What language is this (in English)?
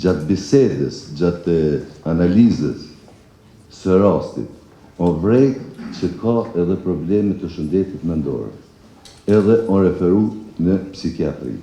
Albanian